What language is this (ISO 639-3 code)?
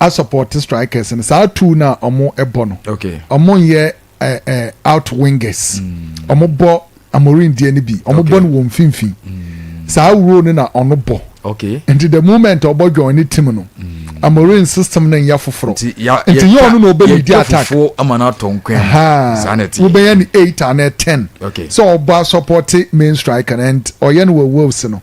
aka